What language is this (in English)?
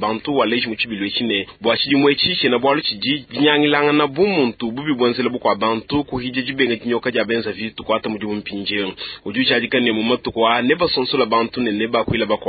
Luba-Lulua